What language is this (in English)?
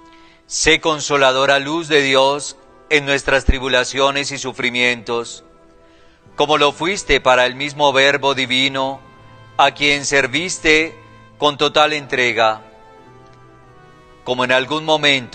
Spanish